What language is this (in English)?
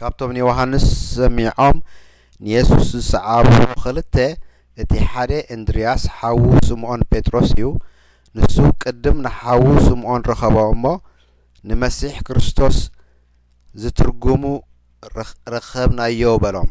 Tigrinya